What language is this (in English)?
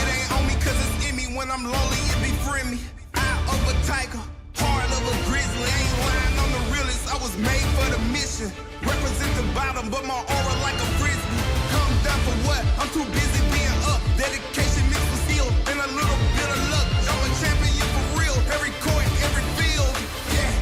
Kara-Kalpak